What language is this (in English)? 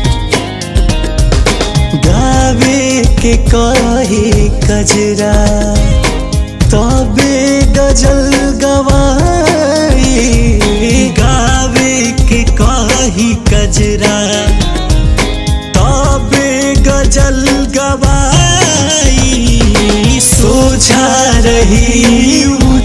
Bhojpuri